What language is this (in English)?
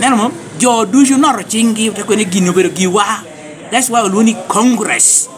Lango (Uganda)